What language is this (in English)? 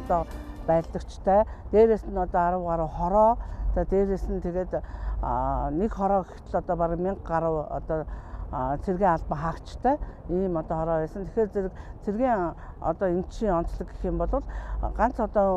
Mongolian